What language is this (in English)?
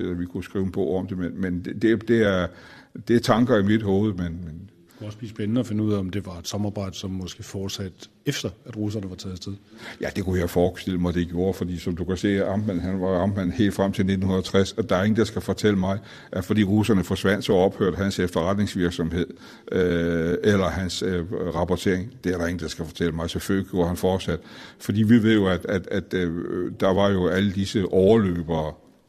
Danish